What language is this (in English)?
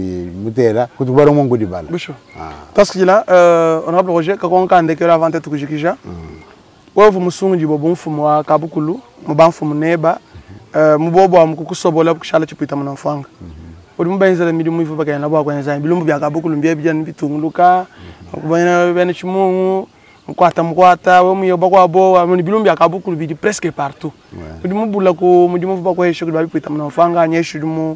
Luba-Lulua